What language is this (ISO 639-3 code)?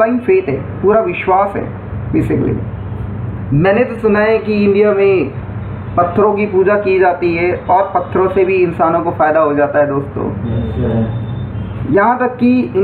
hin